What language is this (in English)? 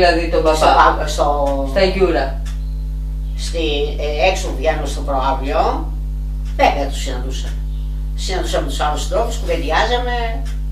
Greek